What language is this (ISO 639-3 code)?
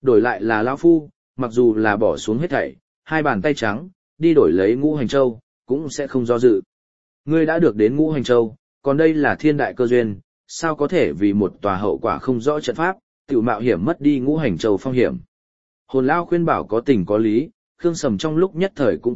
vie